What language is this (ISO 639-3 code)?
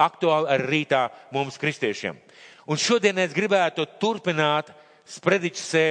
lav